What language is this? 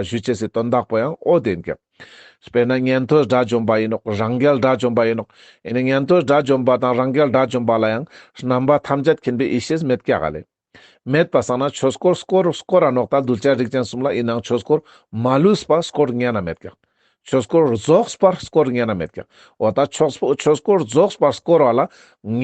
Ladakhi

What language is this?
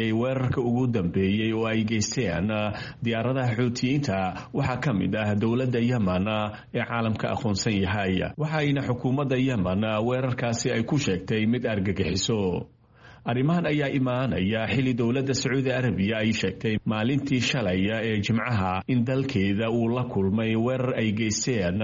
Somali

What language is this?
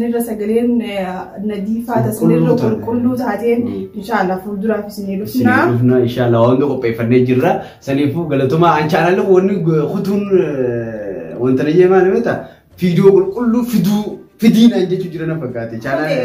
Oromo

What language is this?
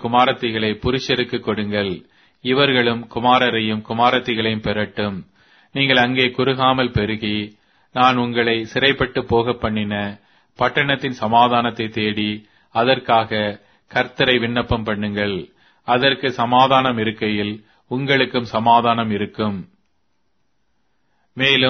Tamil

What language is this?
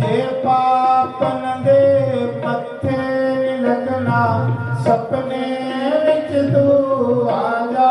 Dogri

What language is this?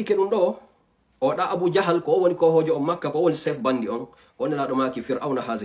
Fula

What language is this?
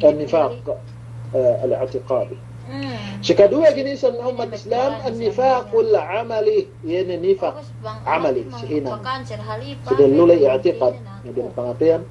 Yakan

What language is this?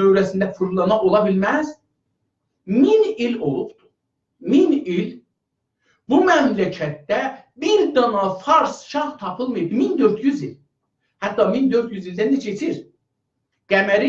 South Azerbaijani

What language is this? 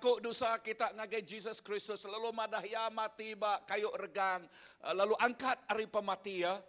Iban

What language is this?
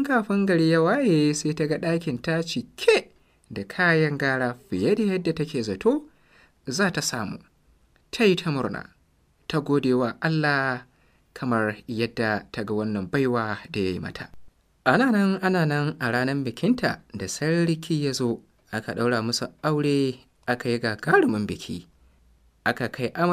Hausa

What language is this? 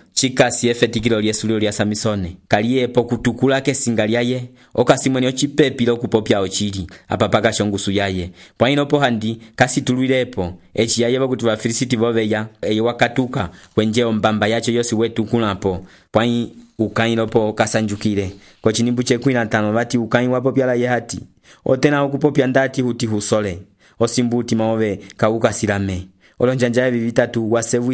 Umbundu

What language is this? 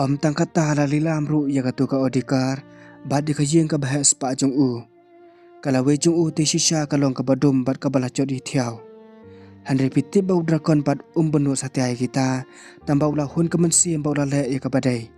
Khasi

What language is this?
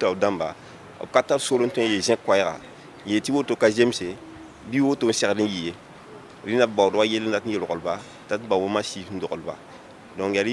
Mossi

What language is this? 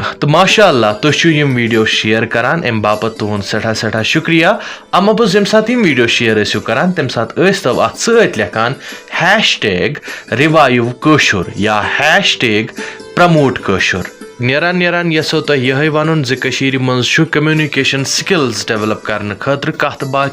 Kashmiri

